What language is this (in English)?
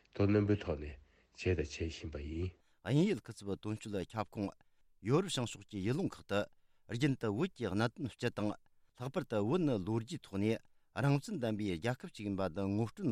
Tibetan